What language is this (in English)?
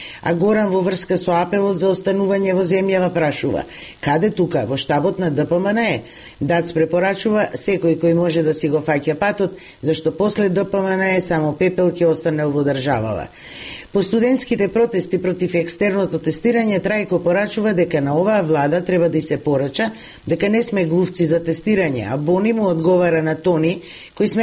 Macedonian